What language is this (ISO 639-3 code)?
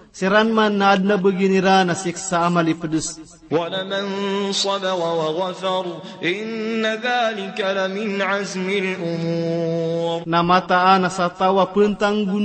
mrw